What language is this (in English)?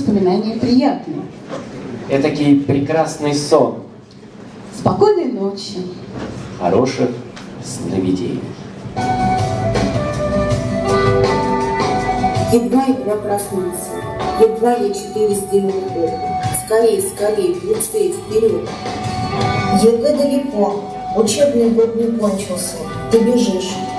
Russian